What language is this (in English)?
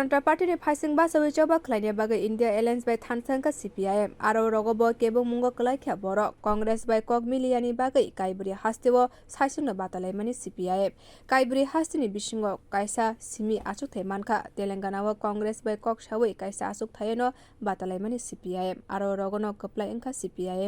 Kok Borok